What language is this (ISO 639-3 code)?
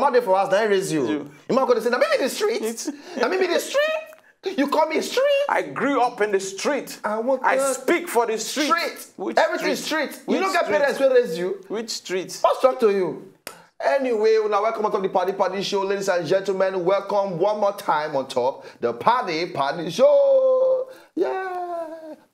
pcm